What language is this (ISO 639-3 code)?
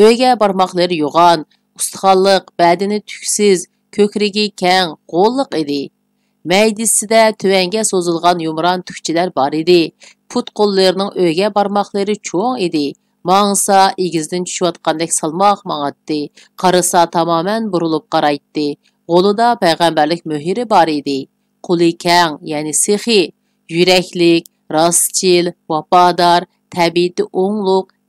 uig